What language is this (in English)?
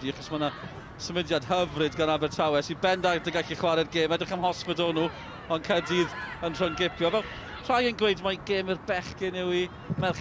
Welsh